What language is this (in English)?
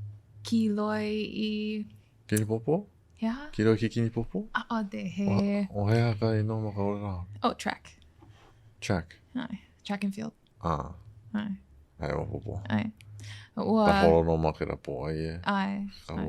Hawaiian